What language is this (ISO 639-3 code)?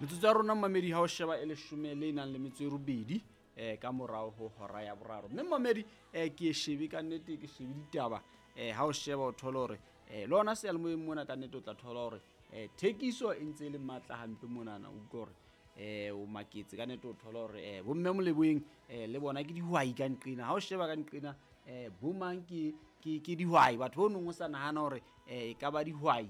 sot